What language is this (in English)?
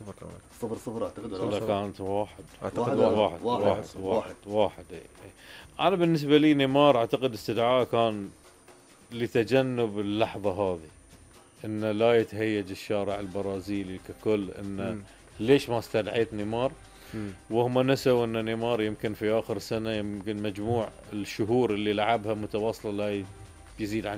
Gulf Arabic